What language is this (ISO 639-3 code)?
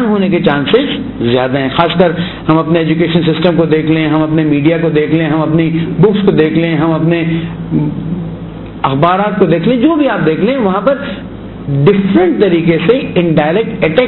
urd